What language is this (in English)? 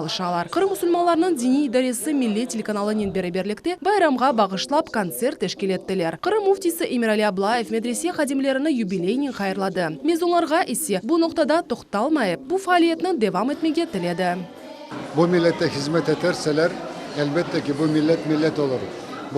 Crimean Tatar